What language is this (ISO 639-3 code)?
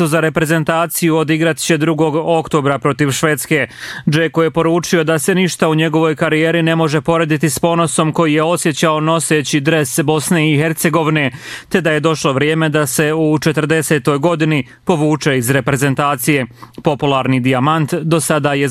bos